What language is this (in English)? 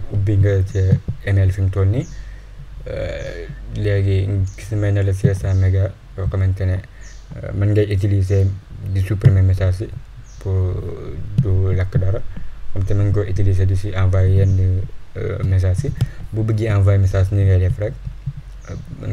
Wolof